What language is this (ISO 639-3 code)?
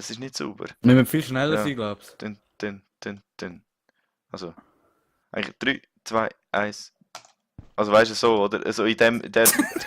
gsw